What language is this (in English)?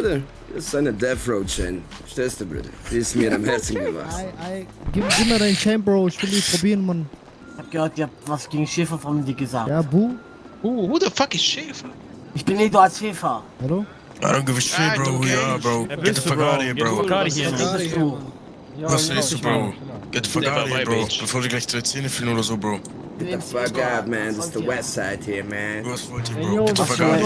Swiss German